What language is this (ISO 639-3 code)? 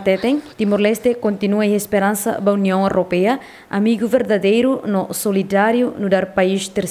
tet